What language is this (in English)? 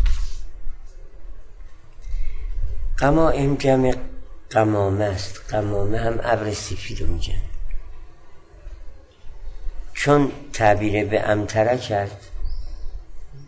Persian